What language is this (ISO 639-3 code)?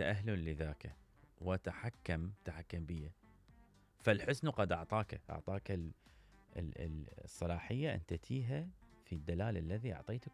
acm